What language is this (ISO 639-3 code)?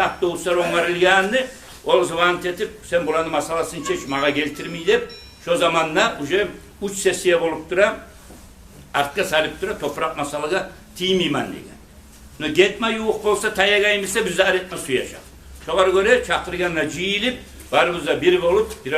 kum